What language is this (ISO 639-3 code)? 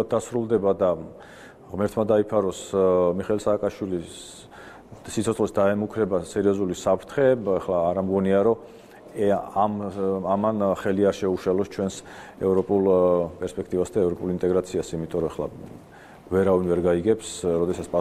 kat